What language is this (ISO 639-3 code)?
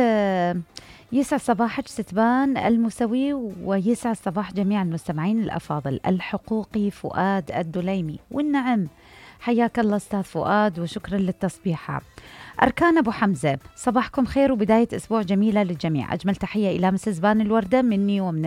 acm